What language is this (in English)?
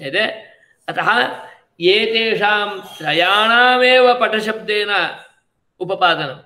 Sanskrit